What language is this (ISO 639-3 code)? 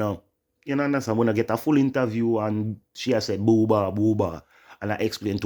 jam